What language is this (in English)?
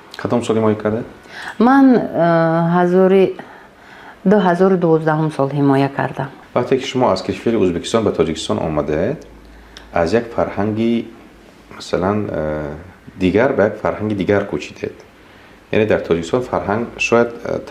Tajik